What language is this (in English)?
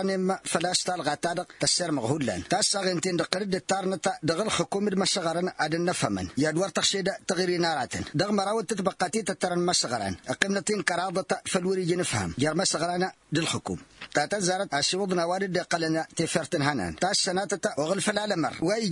Tamasheq